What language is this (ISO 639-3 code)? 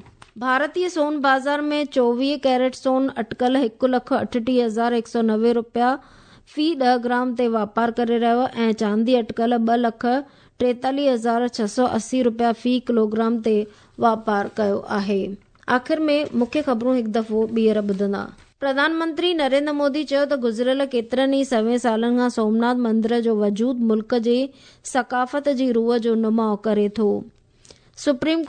snd